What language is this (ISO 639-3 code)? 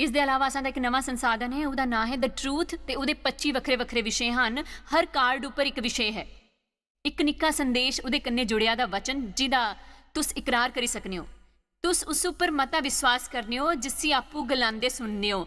doi